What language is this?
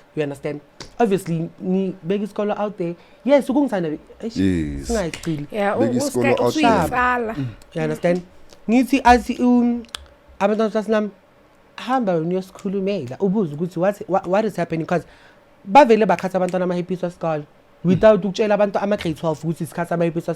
Zulu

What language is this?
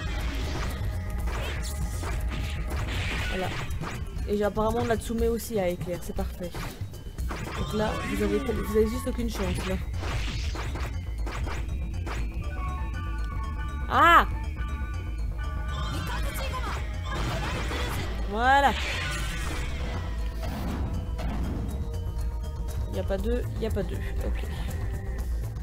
French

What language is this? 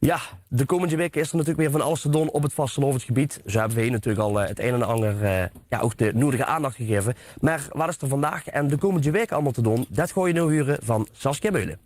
Limburgish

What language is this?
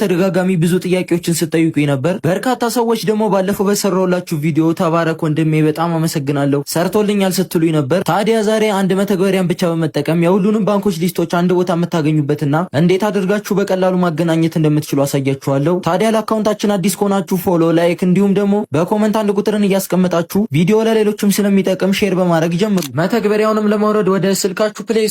Amharic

